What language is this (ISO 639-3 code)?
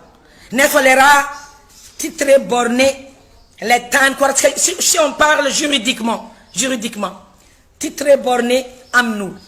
mlg